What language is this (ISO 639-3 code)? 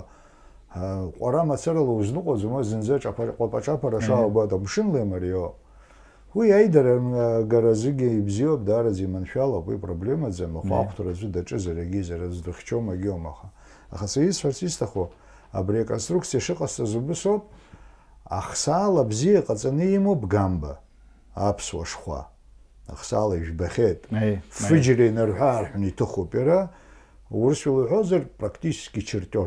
abk